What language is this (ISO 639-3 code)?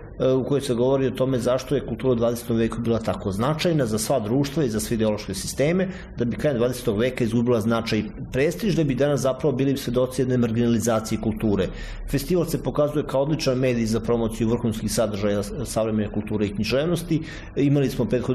srp